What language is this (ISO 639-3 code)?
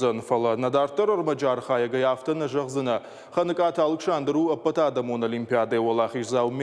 oss